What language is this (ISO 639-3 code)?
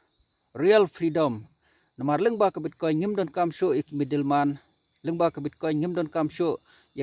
kha